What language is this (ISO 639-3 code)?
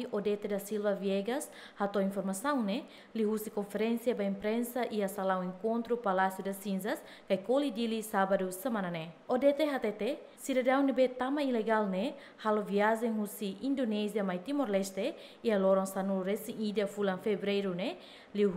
tet